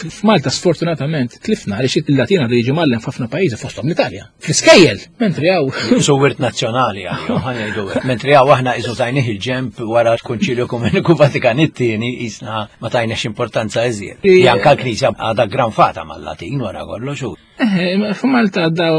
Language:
Maltese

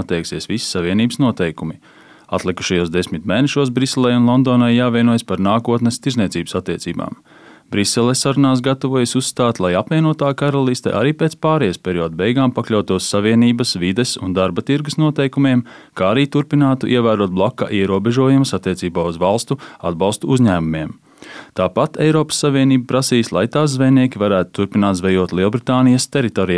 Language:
Latvian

